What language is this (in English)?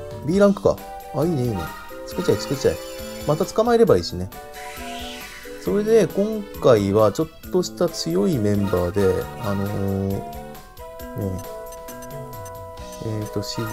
Japanese